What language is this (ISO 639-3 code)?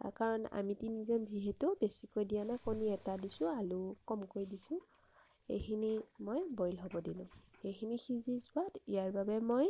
asm